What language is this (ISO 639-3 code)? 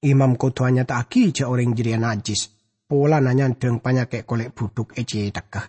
mad